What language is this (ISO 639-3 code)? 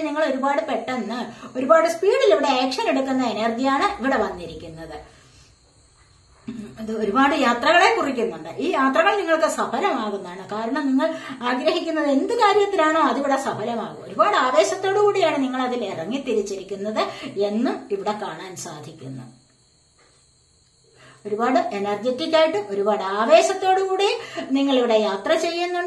mal